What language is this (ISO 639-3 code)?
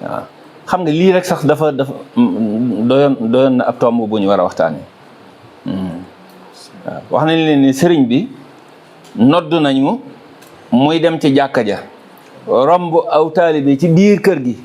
wol